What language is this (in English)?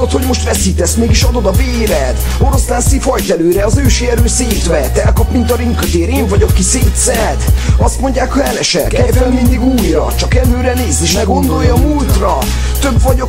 Hungarian